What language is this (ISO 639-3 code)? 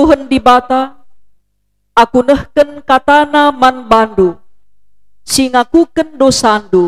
btx